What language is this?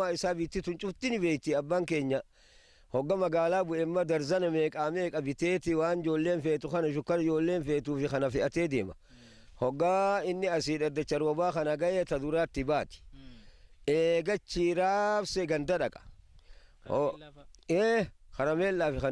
Oromo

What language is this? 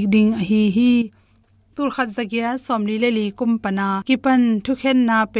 Tedim Chin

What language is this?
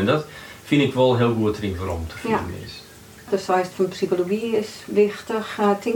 Western Frisian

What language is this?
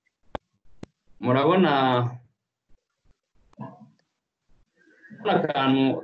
Kinyarwanda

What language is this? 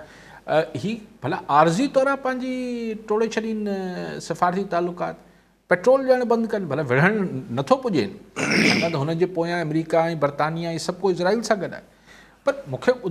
Sindhi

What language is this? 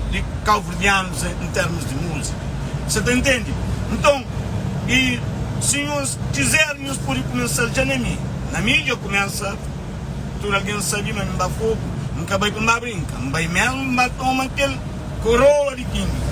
Kabuverdianu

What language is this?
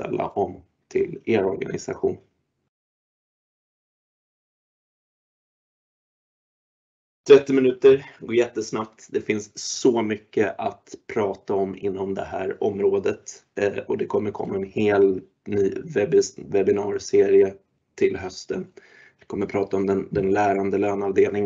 Swedish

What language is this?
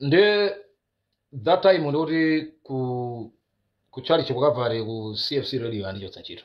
Nyanja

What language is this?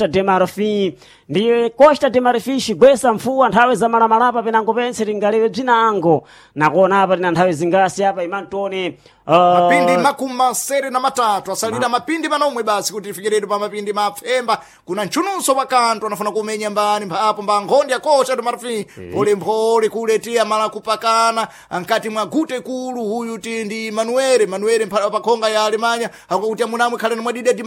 Sena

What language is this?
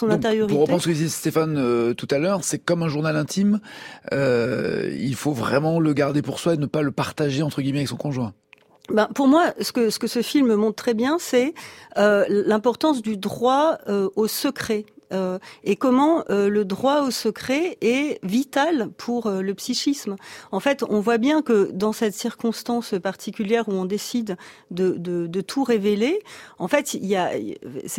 French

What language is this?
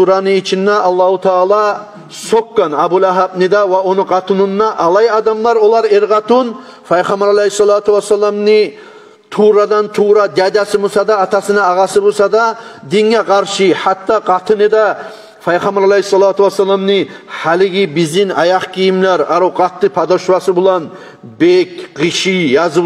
Kumyk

